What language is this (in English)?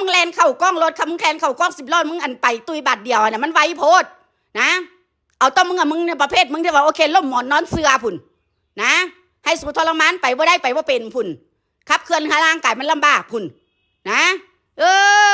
Northeastern Thai